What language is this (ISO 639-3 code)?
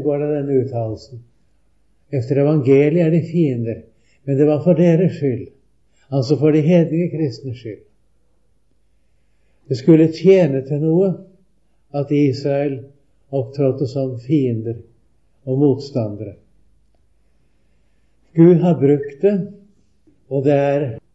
nor